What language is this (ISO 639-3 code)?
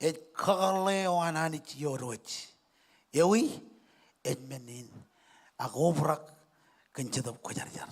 mah